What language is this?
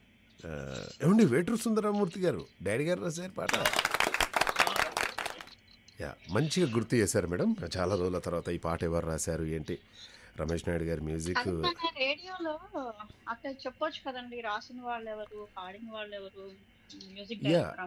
Telugu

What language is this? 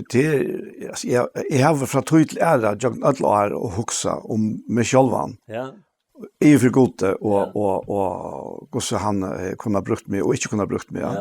Faroese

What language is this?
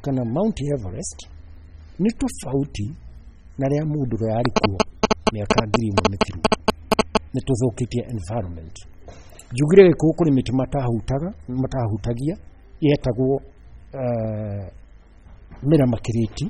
Kikuyu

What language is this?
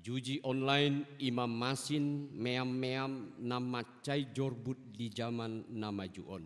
Batak Toba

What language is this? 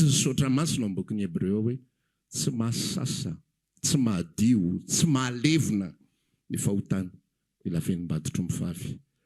Malagasy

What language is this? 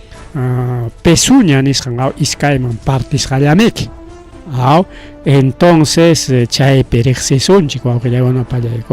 Ayacucho Quechua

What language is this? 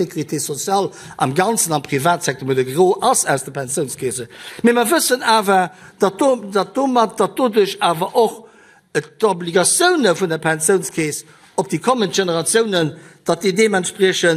Luxembourgish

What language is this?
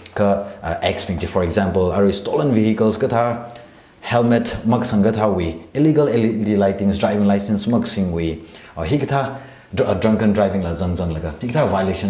Tangkhul Naga (India)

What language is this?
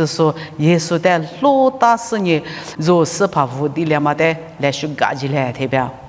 Lisu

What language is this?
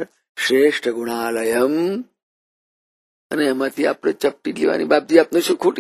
Gujarati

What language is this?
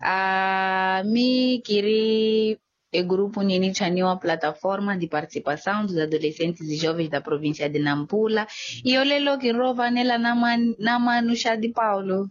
Makhuwa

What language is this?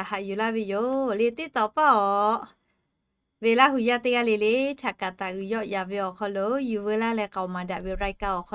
Lahu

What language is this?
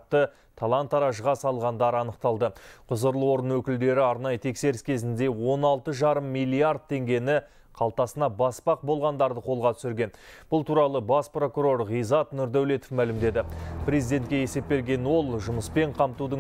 Kazakh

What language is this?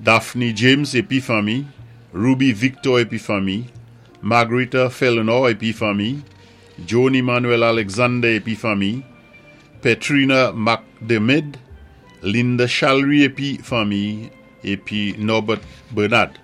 Saint Lucian Creole French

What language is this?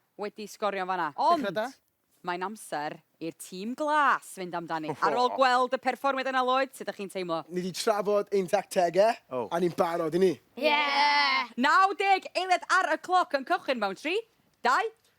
Welsh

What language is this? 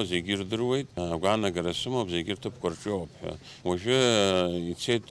Abkhazian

